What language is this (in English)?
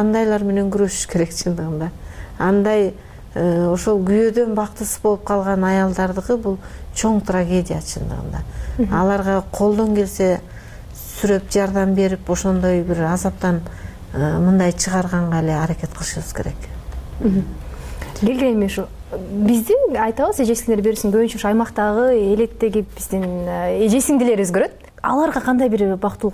Kyrgyz